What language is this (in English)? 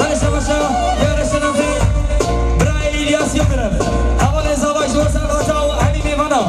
Kurdish